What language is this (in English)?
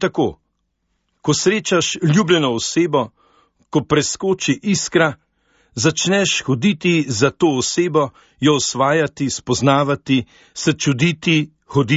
Slovenian